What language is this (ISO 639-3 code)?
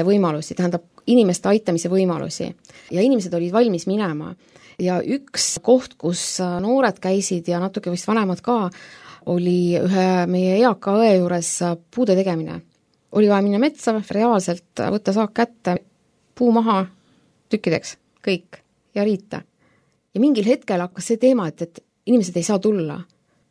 est